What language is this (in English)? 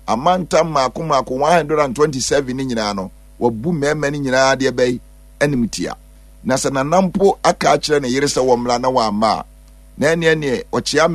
Akan